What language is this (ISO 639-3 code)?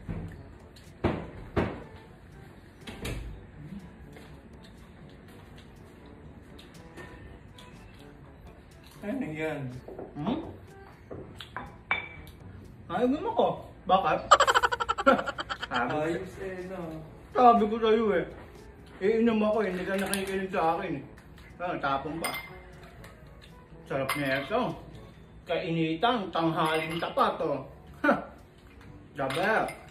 fil